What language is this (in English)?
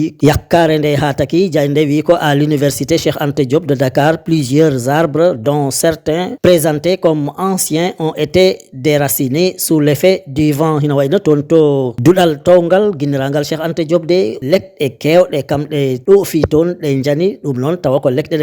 Fula